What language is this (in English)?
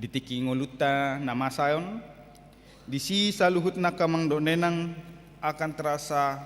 Batak Toba